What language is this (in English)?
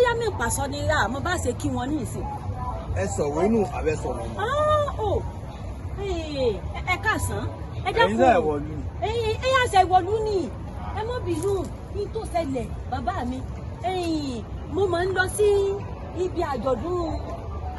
Yoruba